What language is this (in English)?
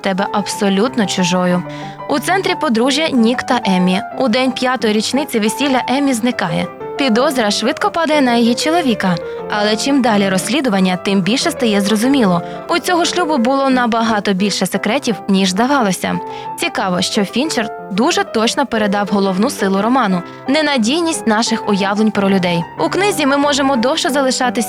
Ukrainian